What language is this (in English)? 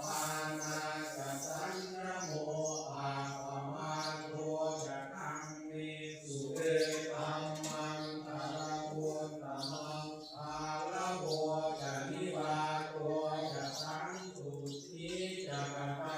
Pali